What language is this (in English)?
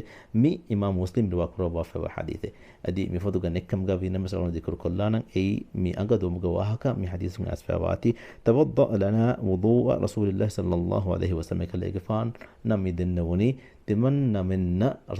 Divehi